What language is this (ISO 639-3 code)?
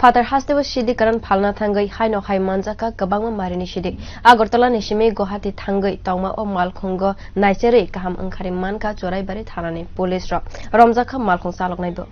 trp